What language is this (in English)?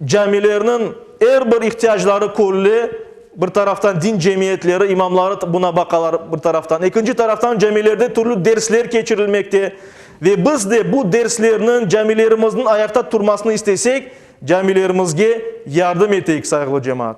Crimean Tatar